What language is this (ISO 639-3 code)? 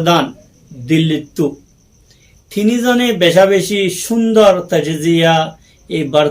rhg